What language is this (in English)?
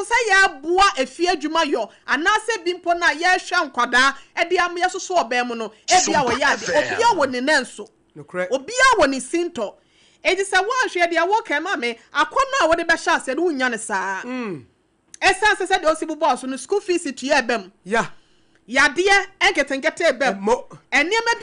Akan